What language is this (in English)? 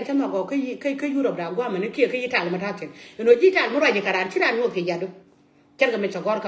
Nuer